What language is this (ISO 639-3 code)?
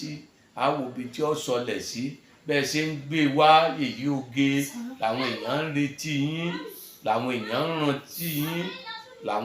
yor